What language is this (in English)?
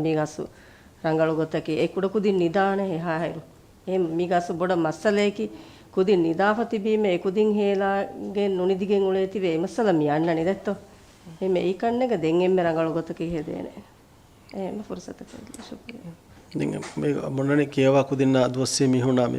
Divehi